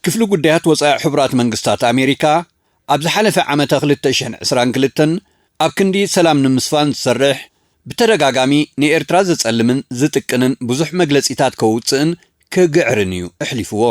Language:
Tigrinya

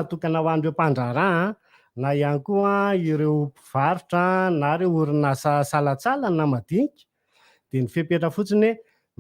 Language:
Malagasy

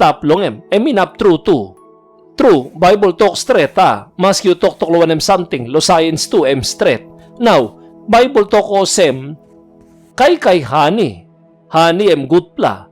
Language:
Tok Pisin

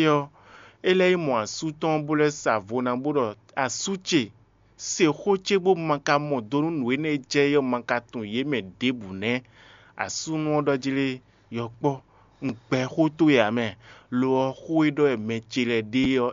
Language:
Fon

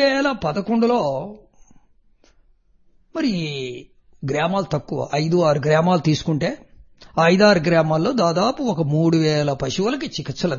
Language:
Telugu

